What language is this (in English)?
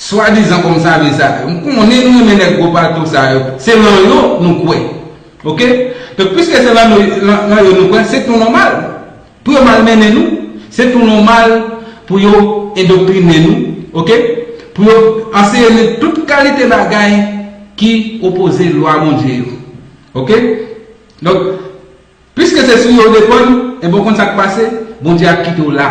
Haitian Creole